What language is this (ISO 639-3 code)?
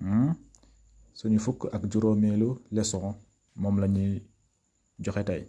wol